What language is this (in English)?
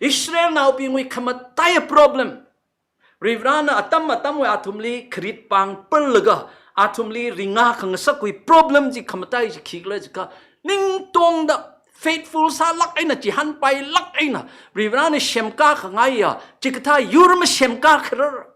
Tangkhul Naga (India)